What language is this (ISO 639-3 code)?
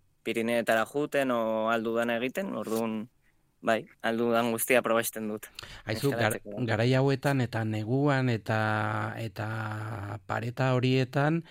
eus